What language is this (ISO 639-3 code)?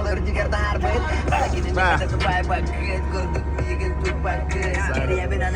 sah